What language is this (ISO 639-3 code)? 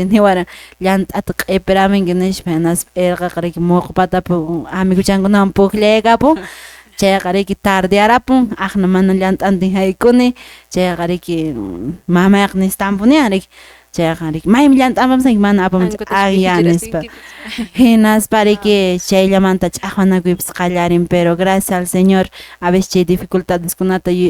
que